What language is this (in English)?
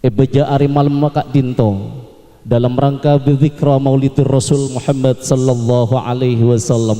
Madurese